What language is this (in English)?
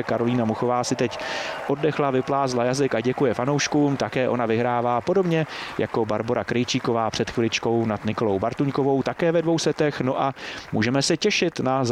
Czech